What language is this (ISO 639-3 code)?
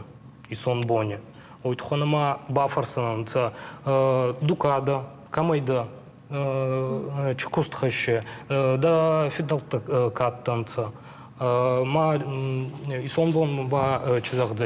oss